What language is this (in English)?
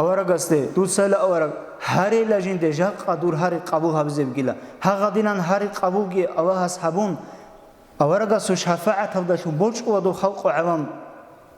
Avaric